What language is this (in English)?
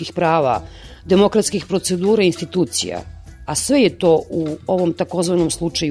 Serbian